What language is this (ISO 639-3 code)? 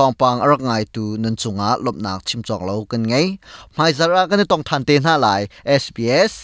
cnh